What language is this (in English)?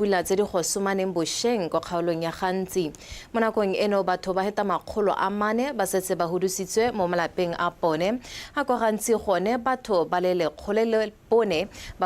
Tswana